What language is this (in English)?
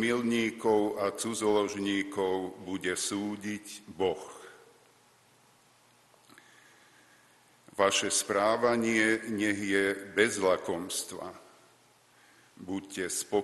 Slovak